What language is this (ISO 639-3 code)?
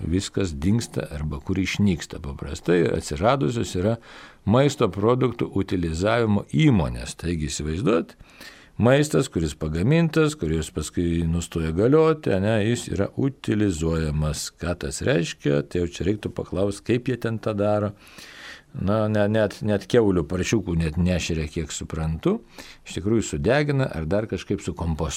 lit